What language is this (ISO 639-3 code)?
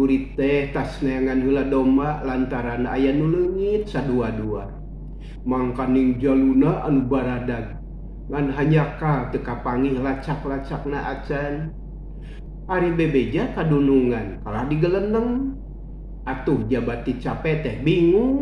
sun